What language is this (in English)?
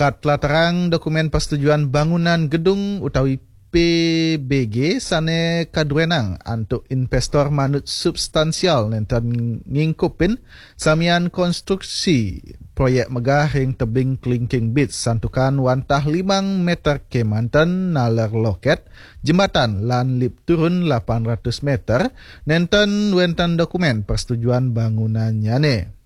Balinese